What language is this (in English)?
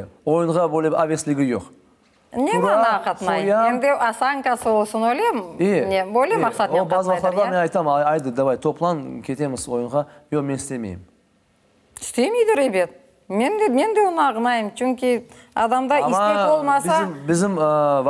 Crimean Tatar